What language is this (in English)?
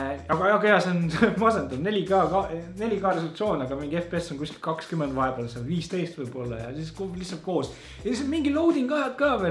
Estonian